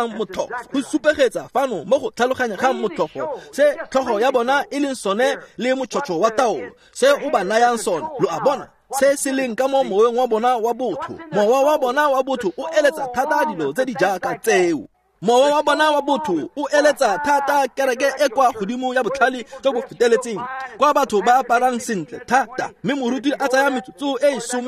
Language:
Tswana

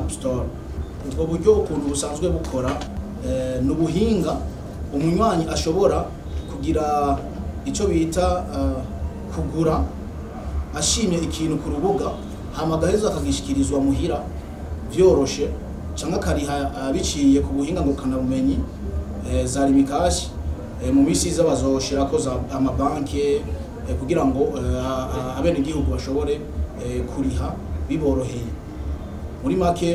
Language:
Rundi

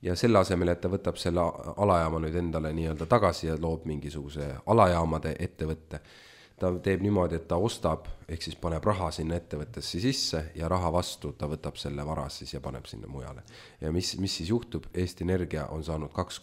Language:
Estonian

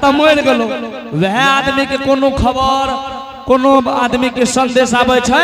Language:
Angika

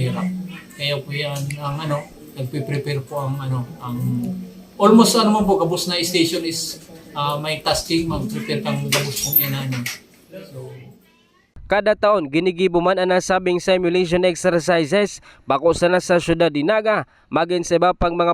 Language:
Bikol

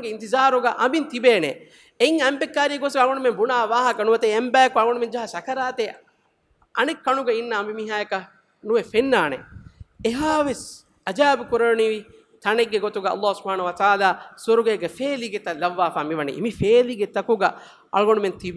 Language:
Divehi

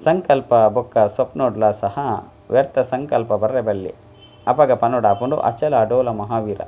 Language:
Tulu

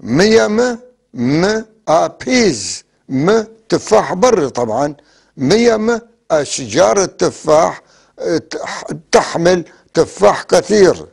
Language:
North Levantine Arabic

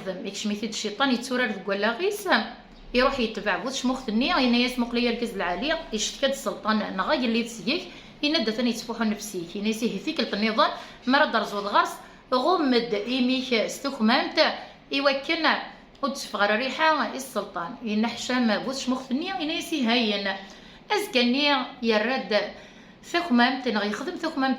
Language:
Kabyle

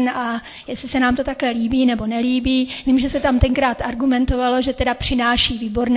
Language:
Czech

